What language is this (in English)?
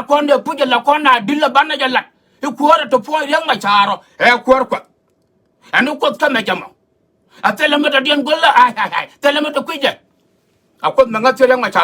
Nuer